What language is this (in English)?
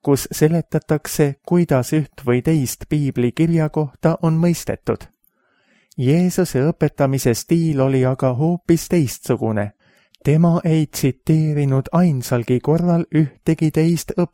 Estonian